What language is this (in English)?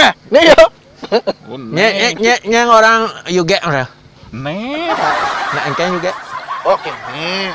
Balinese